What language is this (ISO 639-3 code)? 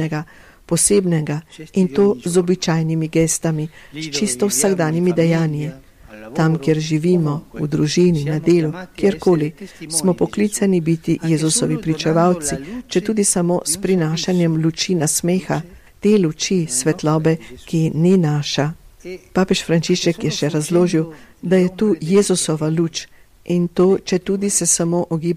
slv